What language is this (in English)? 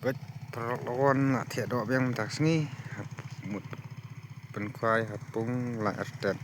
Khasi